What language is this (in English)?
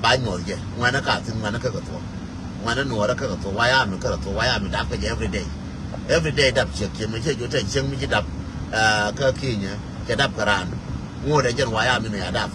Nuer